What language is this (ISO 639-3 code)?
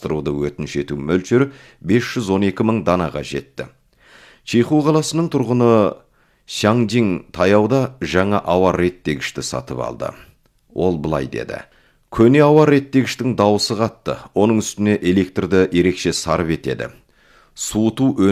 kaz